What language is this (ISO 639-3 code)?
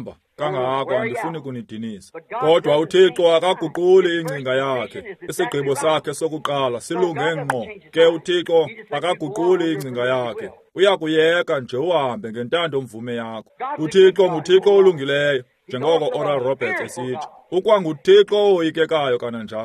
xho